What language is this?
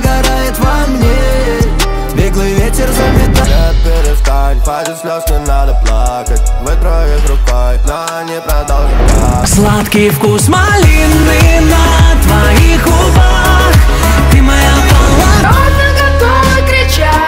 Russian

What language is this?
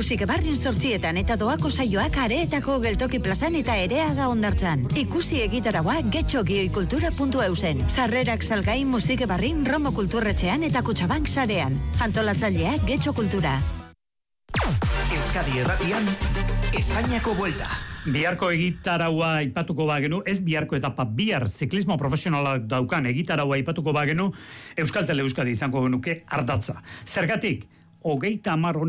Basque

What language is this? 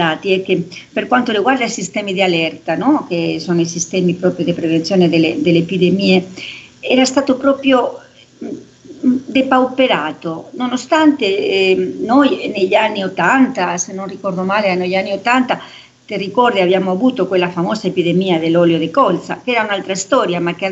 Italian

